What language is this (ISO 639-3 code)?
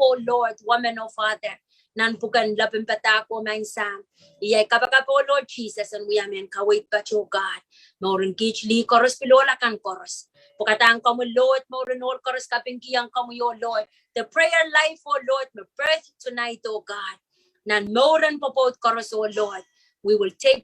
pon